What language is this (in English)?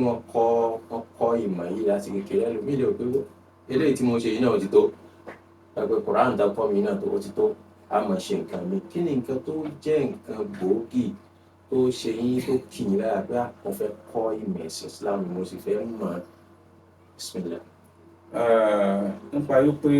Yoruba